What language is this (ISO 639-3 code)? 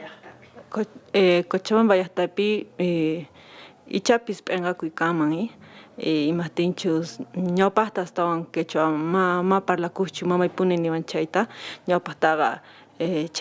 que